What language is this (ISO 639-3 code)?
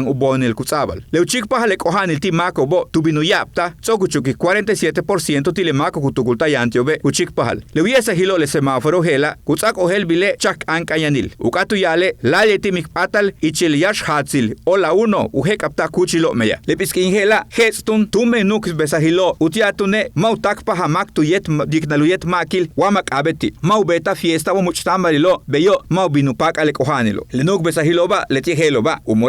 yua